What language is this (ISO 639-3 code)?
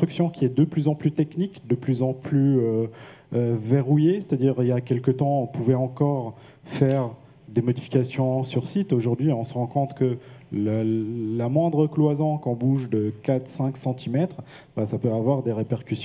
fra